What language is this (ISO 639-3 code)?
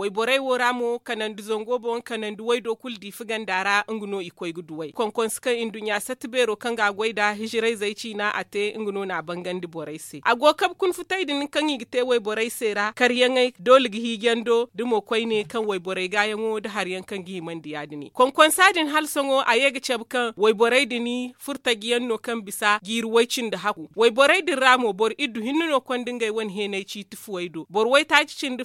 dje